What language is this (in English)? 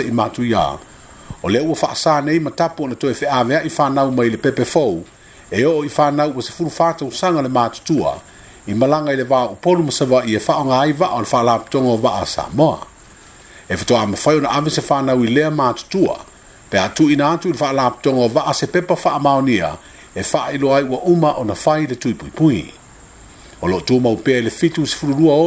Samoan